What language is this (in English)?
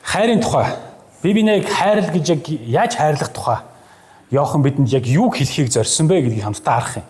Mongolian